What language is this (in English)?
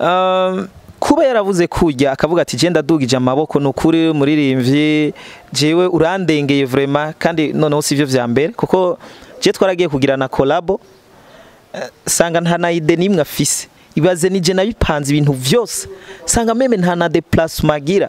Rundi